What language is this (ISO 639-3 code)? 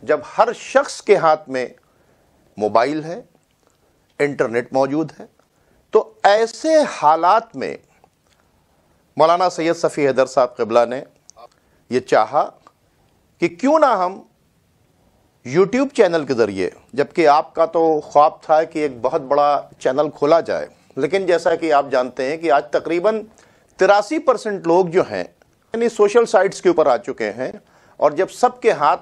urd